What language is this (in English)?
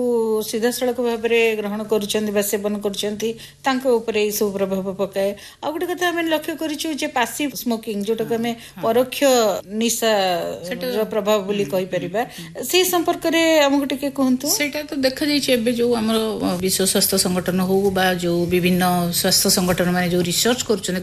Odia